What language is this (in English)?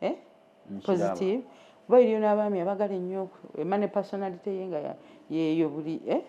Ganda